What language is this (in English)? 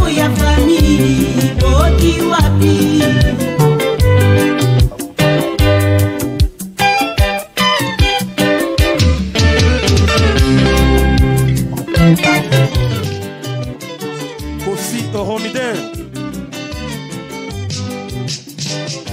Kinyarwanda